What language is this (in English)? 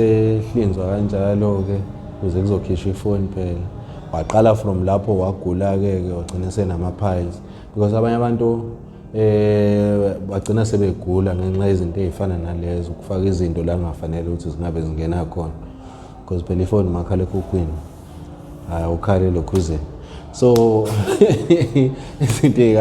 Zulu